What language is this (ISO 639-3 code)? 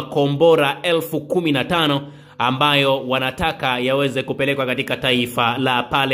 swa